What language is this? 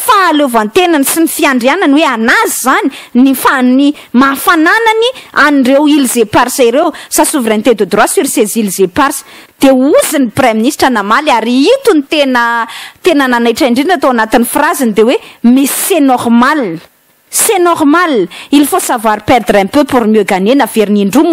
Malagasy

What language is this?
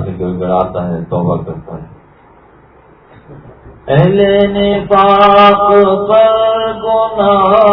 Urdu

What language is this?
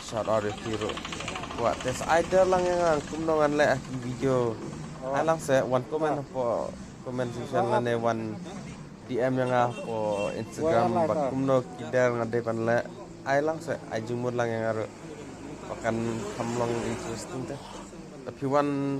Khasi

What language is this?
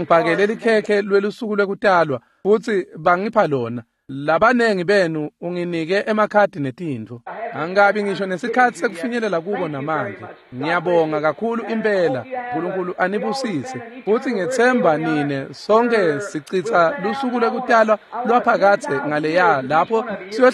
Swati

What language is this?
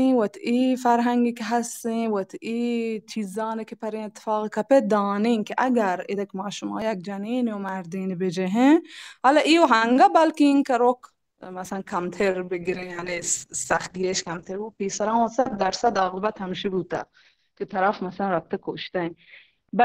Baluchi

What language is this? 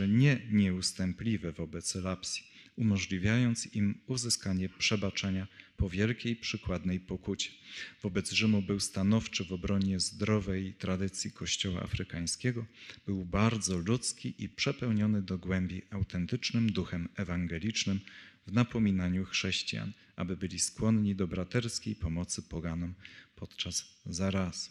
Polish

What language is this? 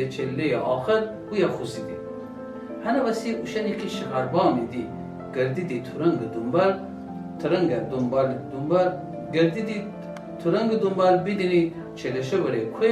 Gilaki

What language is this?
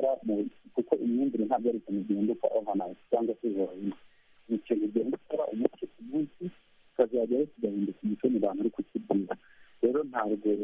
Kinyarwanda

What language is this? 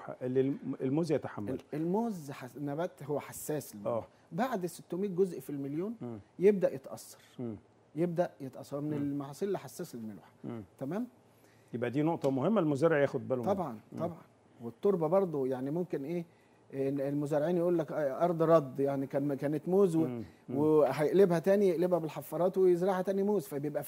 Egyptian Arabic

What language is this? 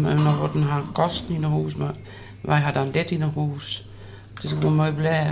Western Frisian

